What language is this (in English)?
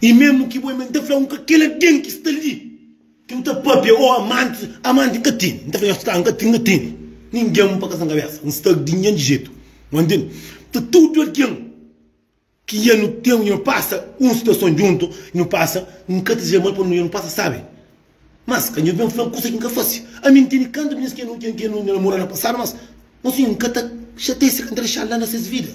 Kabuverdianu